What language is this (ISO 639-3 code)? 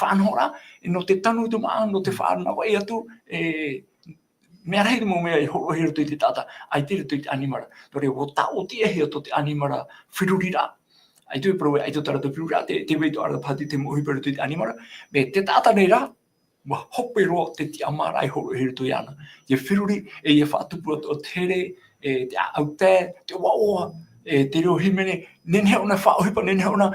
tah